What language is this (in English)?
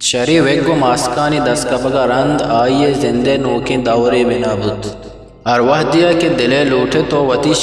Eastern Balochi